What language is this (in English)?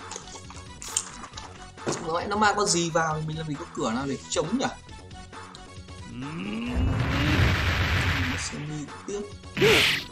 Vietnamese